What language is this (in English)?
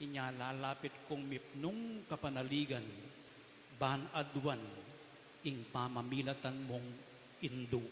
Pampanga